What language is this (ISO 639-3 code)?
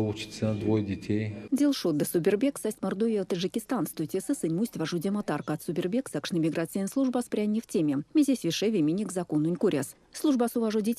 myv